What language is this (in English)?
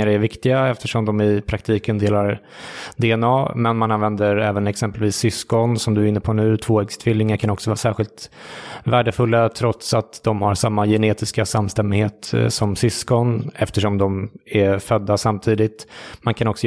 Swedish